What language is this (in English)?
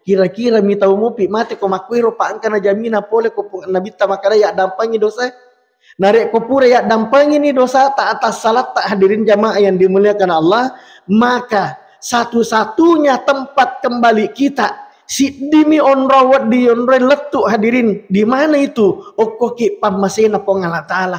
Buginese